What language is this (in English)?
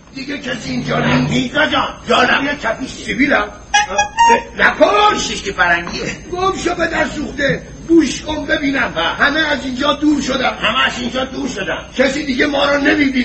Persian